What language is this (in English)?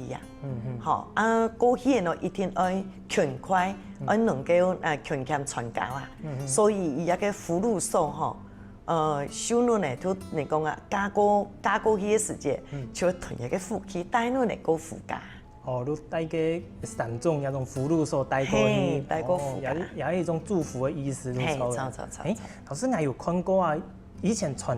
Hakka Chinese